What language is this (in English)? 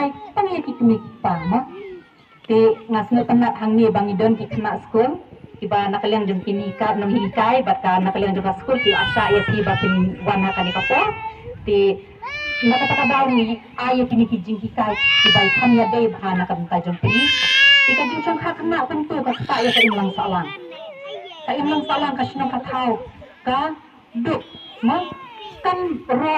Khasi